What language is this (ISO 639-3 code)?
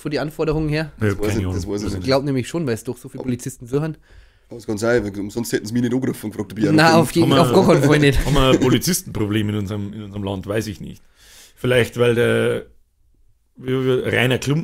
bar